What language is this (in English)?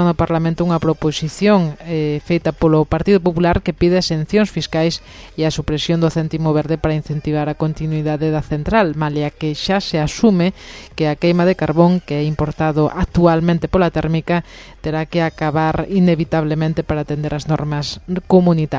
Galician